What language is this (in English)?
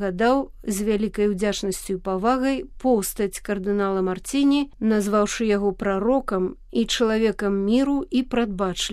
Belarusian